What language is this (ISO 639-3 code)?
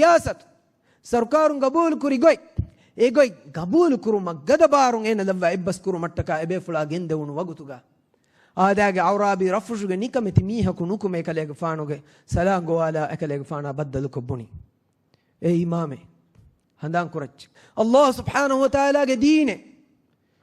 div